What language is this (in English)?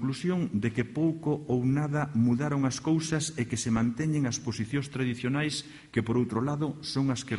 Galician